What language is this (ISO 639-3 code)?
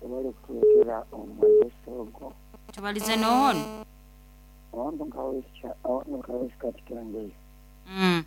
nyo